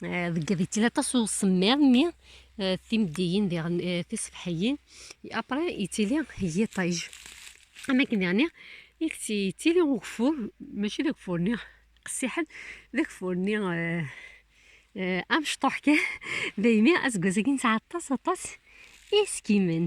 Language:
Kabyle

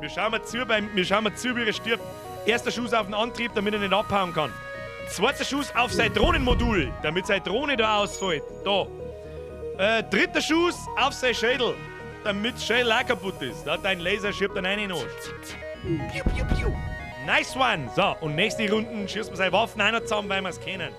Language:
Bavarian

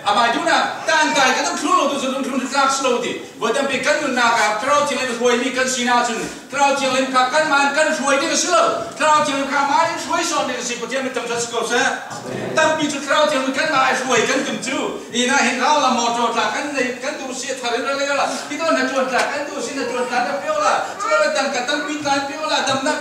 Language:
Falam Chin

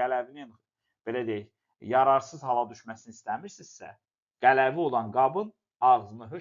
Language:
Azerbaijani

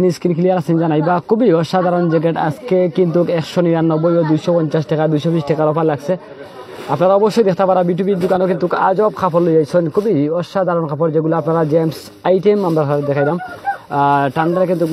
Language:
Sylheti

